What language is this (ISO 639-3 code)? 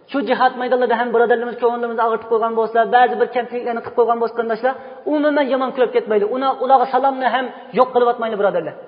uig